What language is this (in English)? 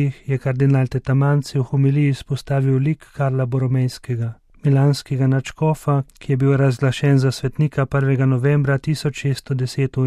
Slovenian